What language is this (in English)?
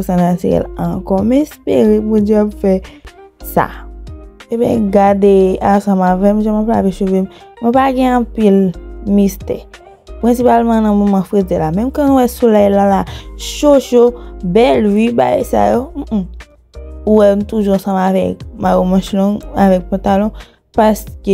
Haitian Creole